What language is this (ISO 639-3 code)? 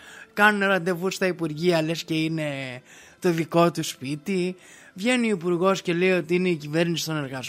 ell